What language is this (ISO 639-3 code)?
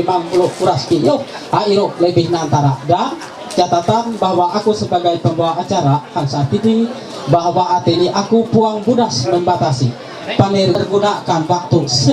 mhy